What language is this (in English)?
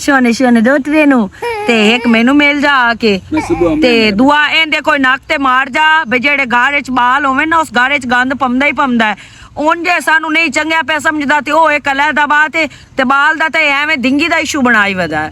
Western Panjabi